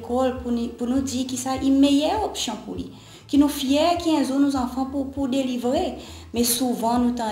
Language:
Seselwa Creole French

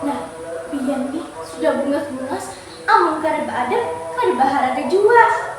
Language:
Banjar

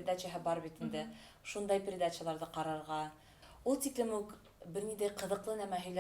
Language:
Bashkir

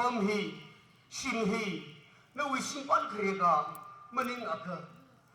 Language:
Tangkhul Naga (India)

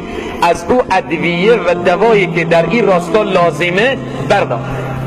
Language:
Tajik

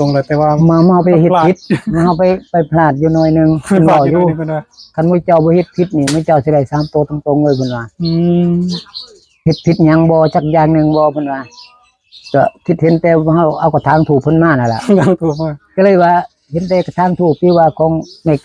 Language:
Northeastern Thai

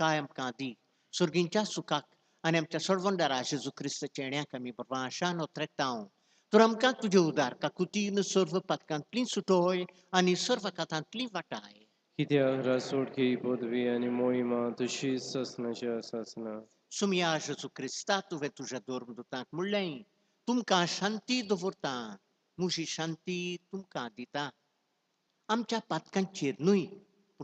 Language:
Konkani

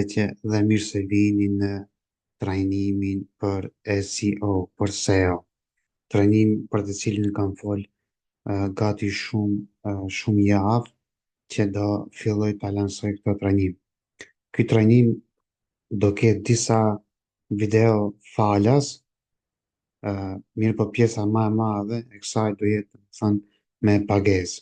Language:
Albanian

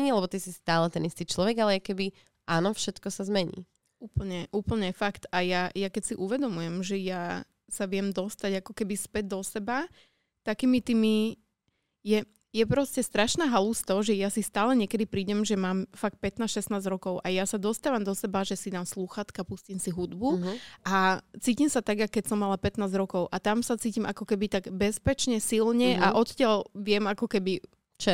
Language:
Slovak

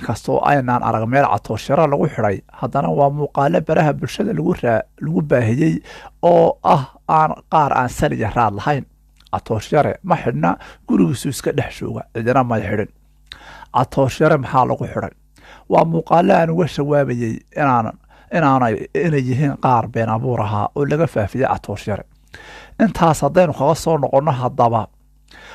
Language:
Somali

